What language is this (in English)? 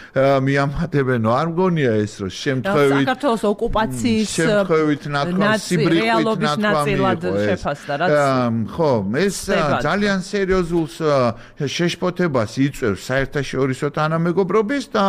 Georgian